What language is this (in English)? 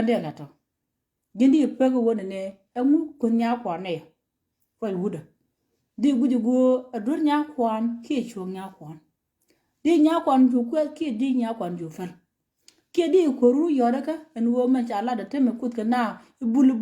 Nuer